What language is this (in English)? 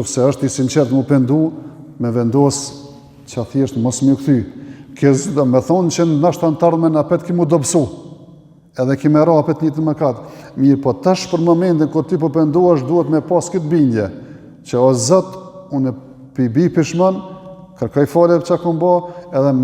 Albanian